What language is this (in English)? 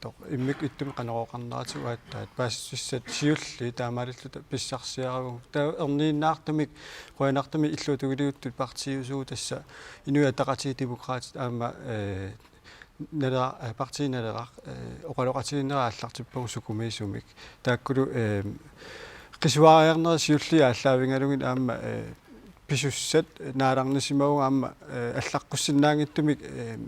Kalaallisut